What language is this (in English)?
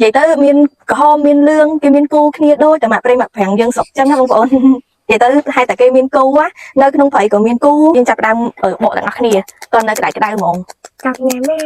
Khmer